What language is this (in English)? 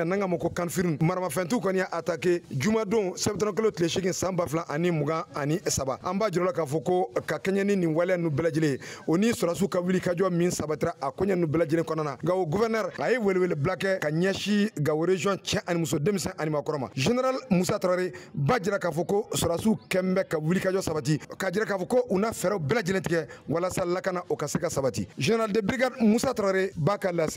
Bambara